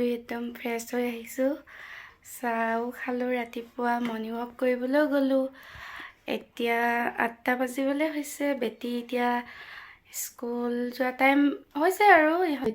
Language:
Assamese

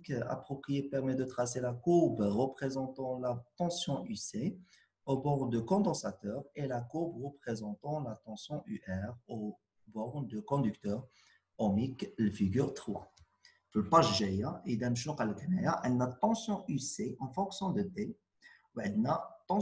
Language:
Moroccan Arabic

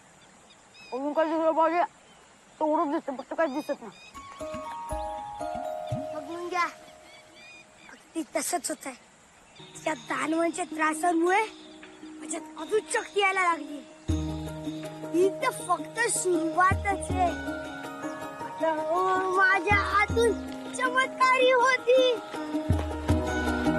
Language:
Marathi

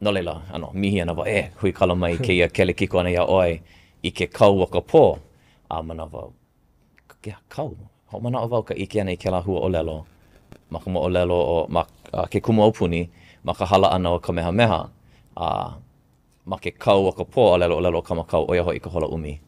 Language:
Hawaiian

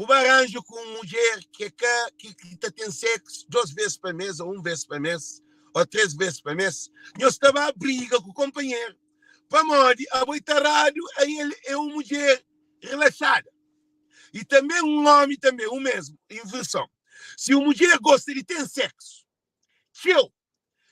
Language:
Kabuverdianu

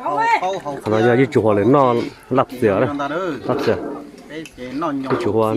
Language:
Hmong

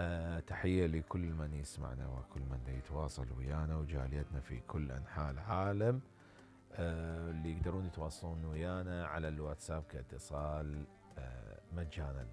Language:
Mesopotamian Arabic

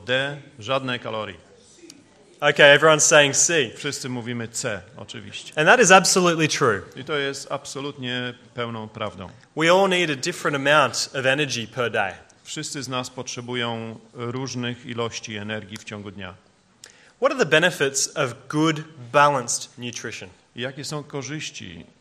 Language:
Polish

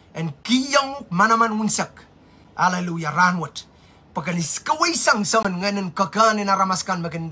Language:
Pohnpeian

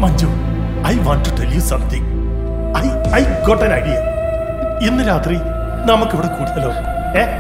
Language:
Malayalam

